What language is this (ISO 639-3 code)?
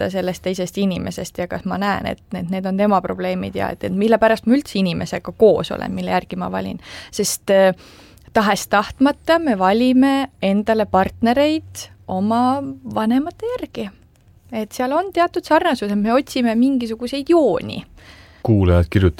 est